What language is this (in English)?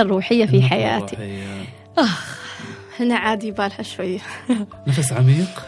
Gulf Arabic